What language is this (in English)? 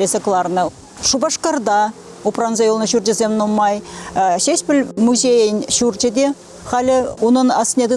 Chuvash